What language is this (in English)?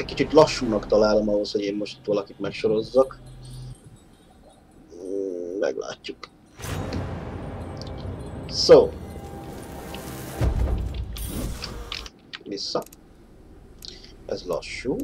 Hungarian